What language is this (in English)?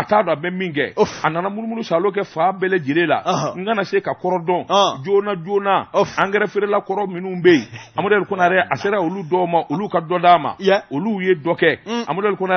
Bambara